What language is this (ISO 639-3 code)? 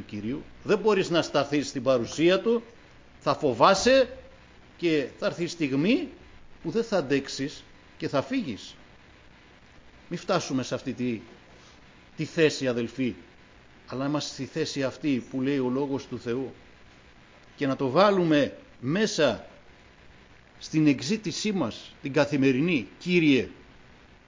ell